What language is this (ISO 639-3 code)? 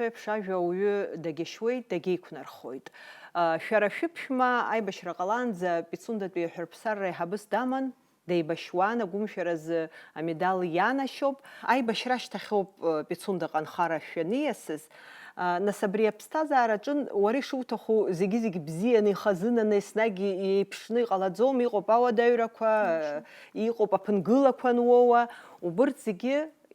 abk